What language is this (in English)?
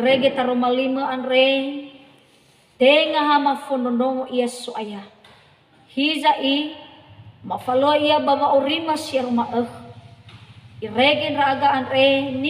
Nias